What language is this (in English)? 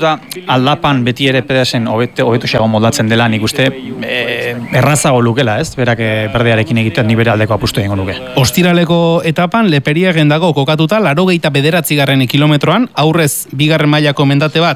Basque